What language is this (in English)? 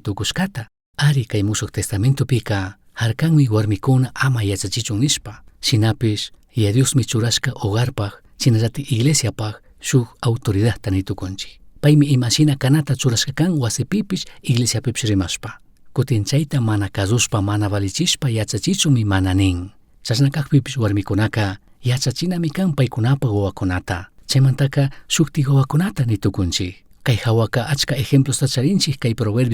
Chimborazo Highland Quichua